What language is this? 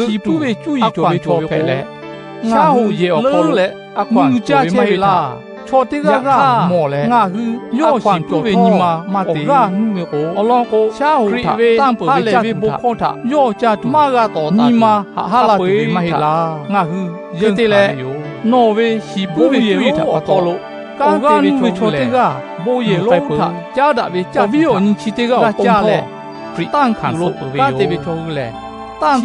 Lahu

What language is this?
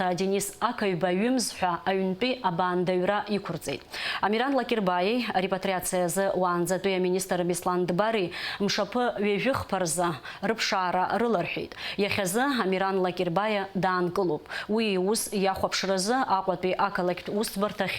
Abkhazian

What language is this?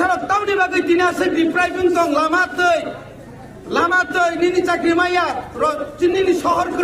Kok Borok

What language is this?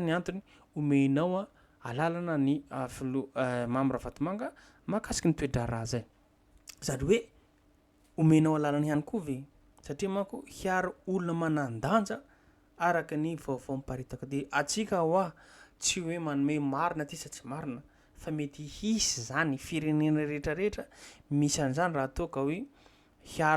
Malagasy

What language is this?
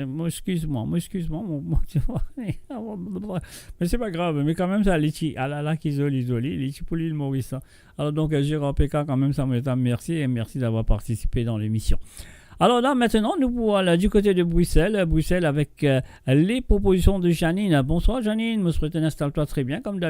Morisyen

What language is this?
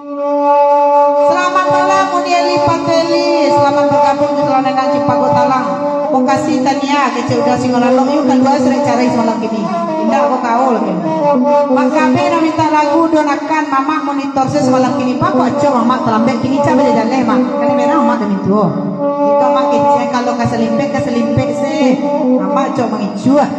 Minangkabau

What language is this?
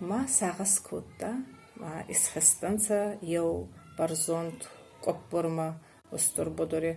Ossetic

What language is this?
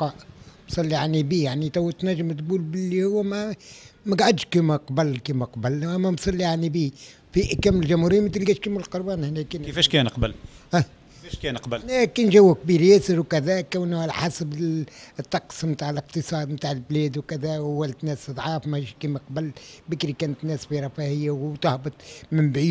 Tunisian Arabic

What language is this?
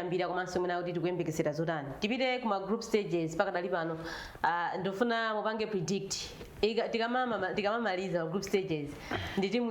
Nyanja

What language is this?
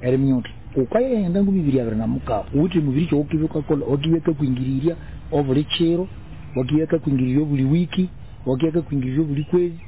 Nyoro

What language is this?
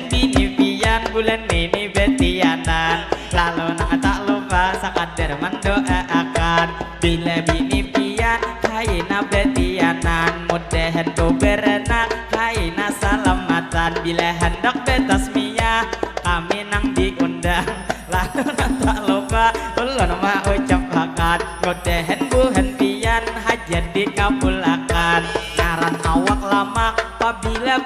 Banjar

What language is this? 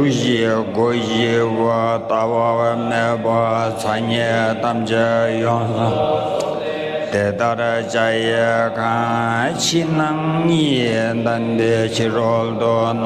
Tibetan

